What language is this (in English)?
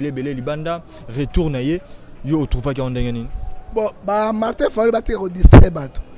Lingala